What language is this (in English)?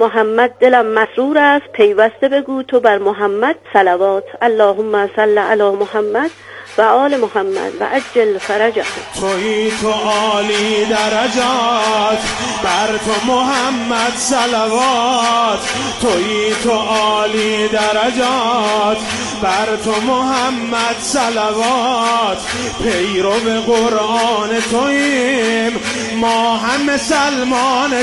Persian